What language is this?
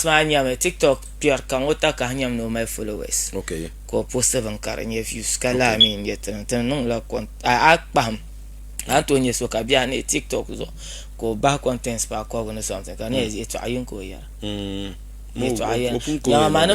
Dagbani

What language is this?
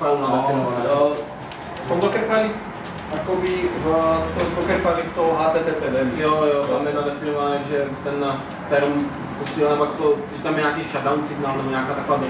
Slovak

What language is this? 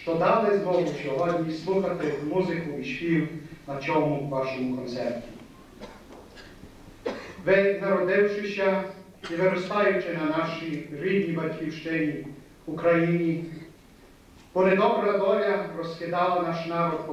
Ukrainian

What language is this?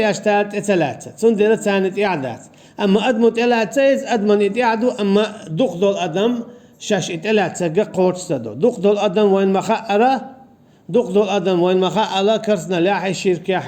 Chechen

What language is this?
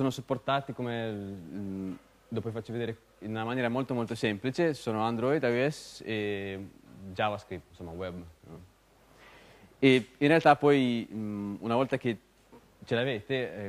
Italian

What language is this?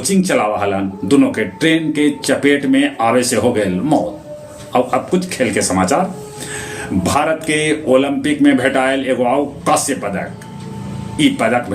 Magahi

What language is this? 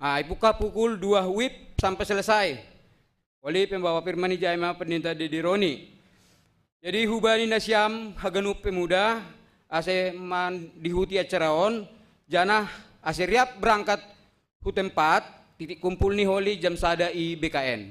Batak Simalungun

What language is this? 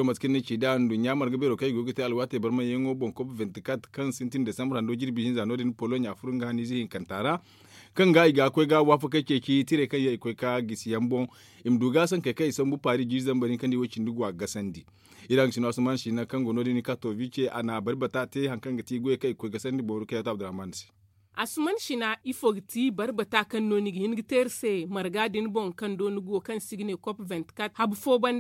Zarma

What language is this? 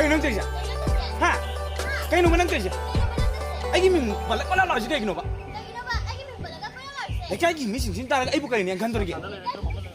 Manipuri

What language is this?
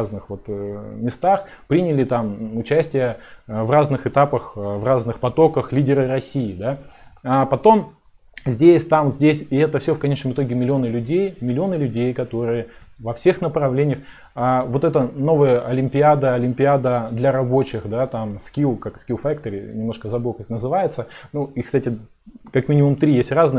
Russian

